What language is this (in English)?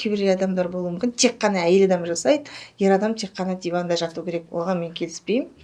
Kazakh